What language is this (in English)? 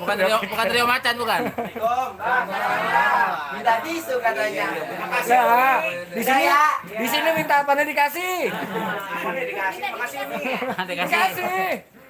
Betawi